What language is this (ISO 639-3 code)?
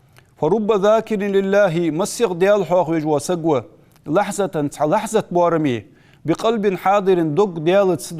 inh